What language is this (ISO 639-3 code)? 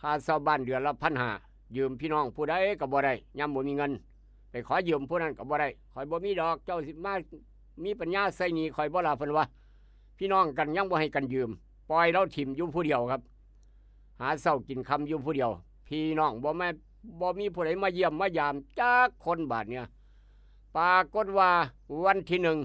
tts